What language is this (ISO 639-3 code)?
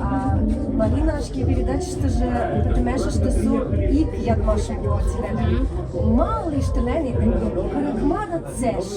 mrj